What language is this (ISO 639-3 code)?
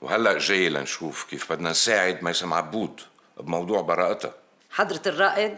apc